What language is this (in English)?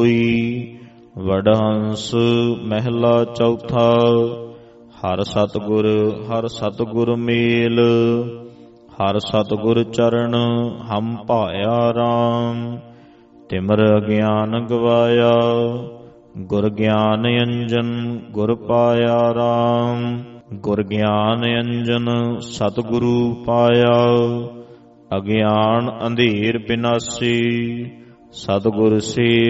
Punjabi